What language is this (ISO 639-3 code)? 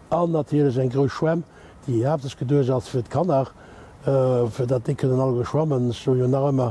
ltz